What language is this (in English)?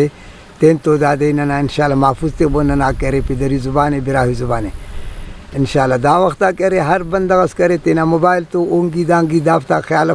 Brahui